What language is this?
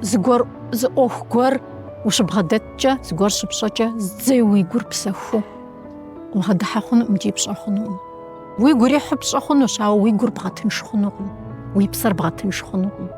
Kabardian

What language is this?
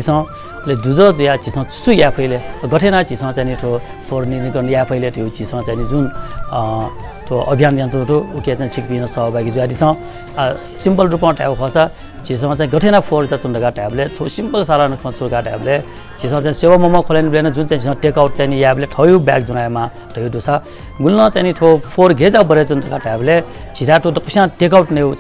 Newari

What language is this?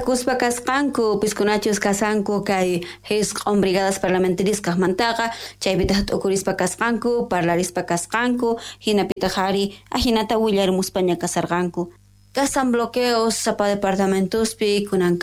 South Bolivian Quechua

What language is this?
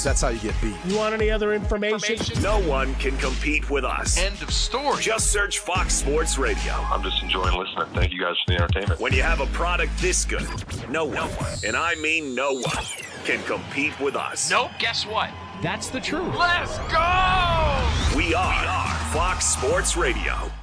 English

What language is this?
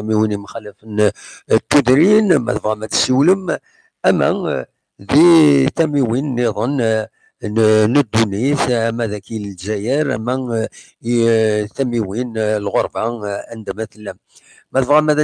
Kabyle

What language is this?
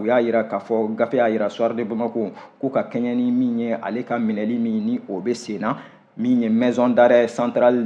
Bambara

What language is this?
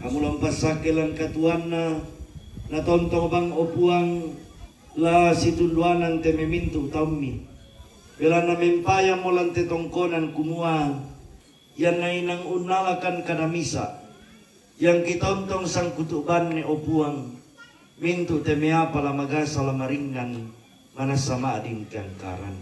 Toraja-Sa'dan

